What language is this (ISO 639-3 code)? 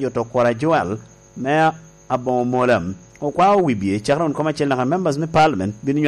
laj